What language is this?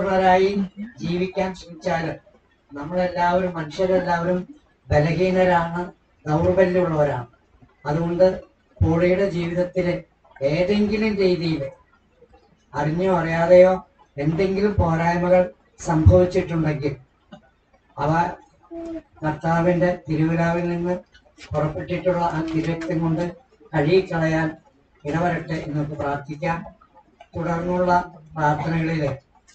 Malayalam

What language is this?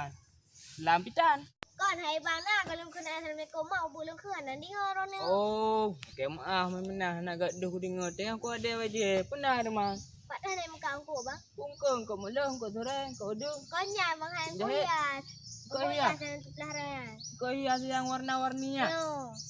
Achinese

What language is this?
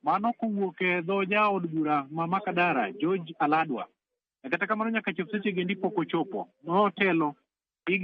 Luo (Kenya and Tanzania)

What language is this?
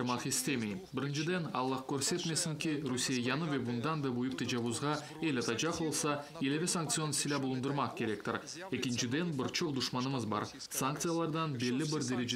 Crimean Tatar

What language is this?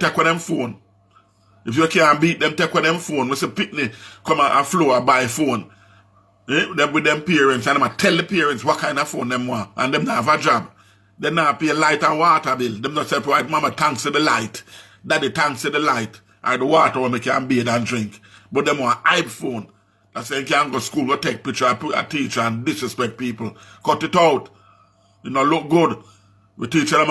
Jamaican Creole English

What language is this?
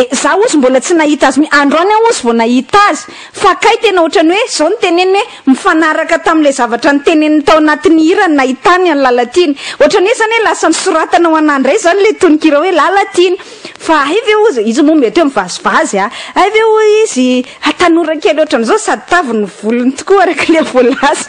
Malagasy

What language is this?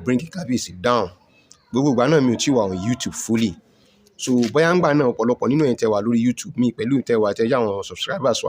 Yoruba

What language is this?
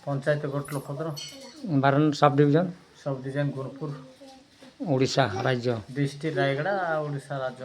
Santali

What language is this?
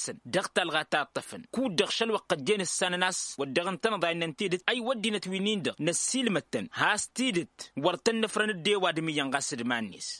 Tamasheq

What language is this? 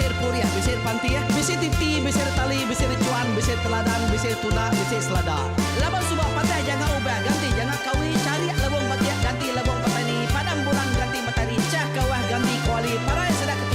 Iban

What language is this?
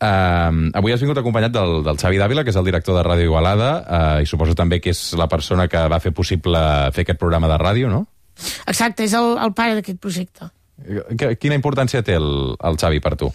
Catalan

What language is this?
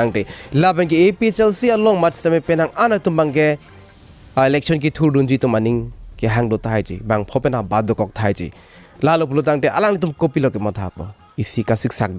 Karbi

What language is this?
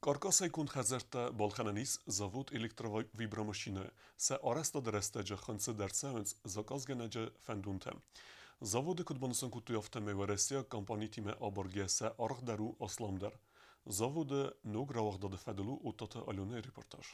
Ossetic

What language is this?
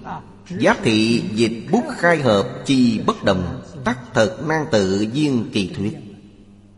Vietnamese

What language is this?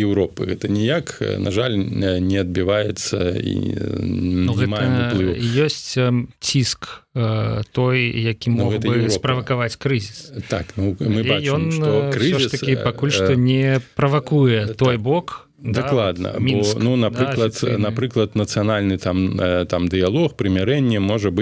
Belarusian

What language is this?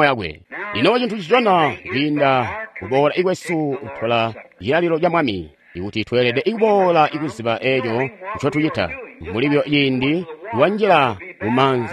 Tonga (Zambia)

